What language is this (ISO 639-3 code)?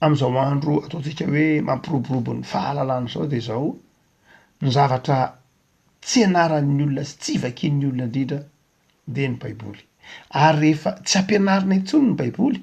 mlg